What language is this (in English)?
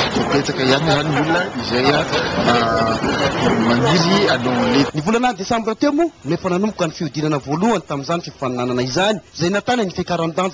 Malagasy